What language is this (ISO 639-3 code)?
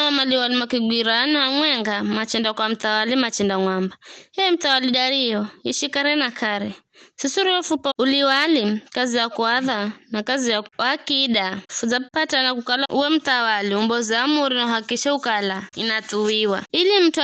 nyf